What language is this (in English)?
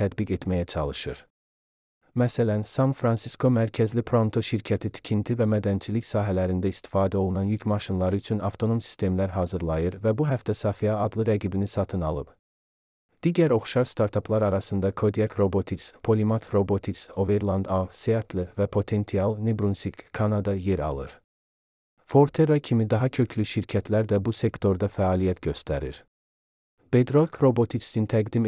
Azerbaijani